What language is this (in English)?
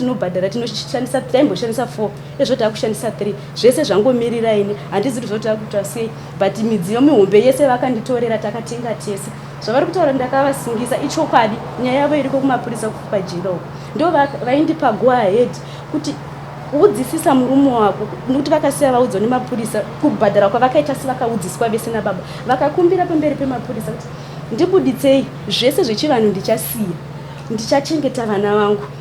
Shona